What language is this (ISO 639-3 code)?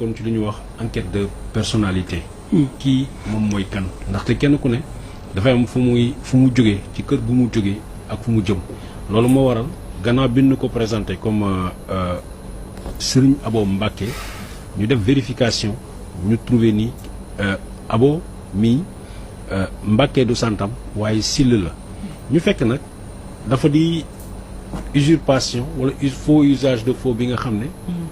wol